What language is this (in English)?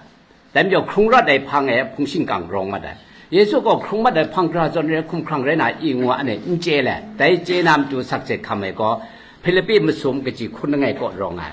Kachin